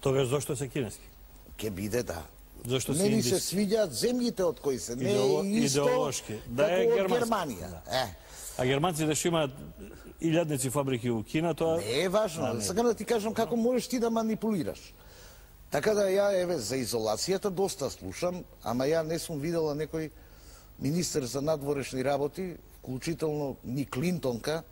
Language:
Macedonian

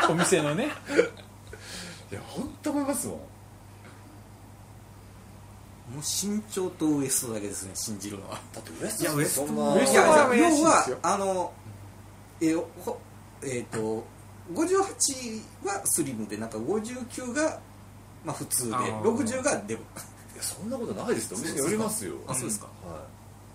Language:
Japanese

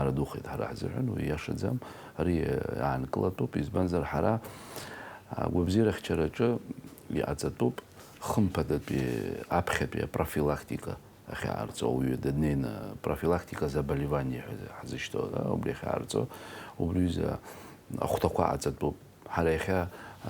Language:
Abkhazian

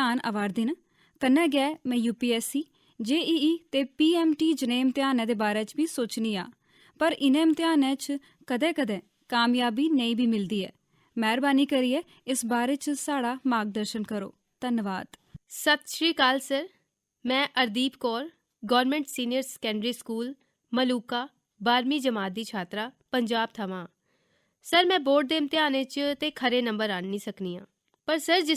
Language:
Dogri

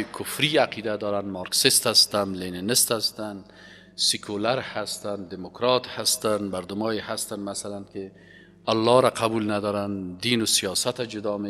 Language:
Persian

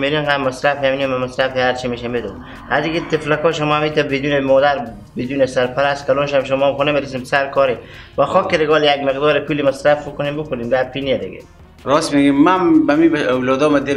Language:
Persian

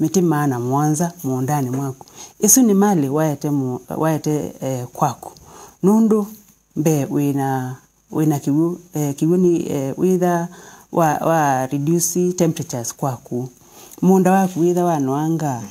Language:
Kamba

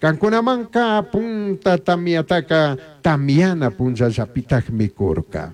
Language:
Chimborazo Highland Quichua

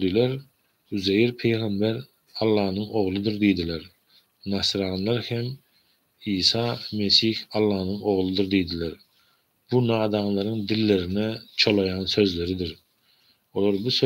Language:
Turkmen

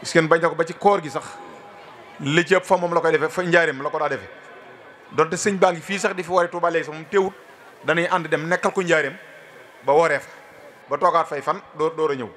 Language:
Wolof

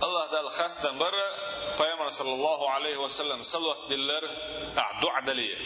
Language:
Chechen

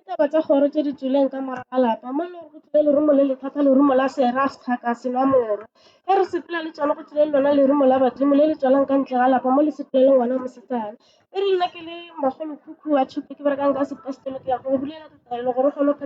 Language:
Northern Sotho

